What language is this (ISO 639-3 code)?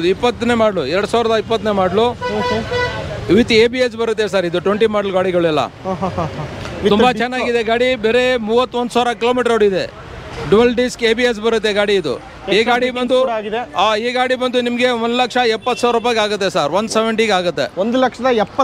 kan